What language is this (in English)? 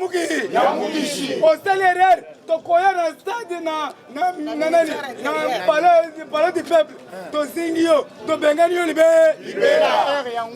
Lingala